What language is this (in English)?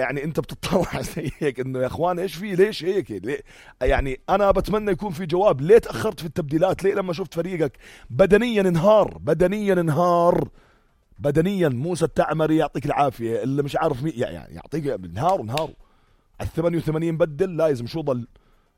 North Levantine Arabic